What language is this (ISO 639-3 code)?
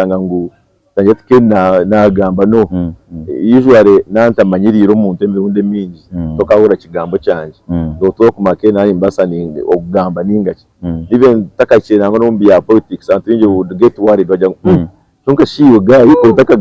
nyn